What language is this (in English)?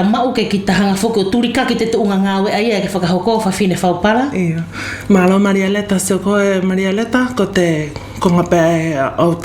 Wallisian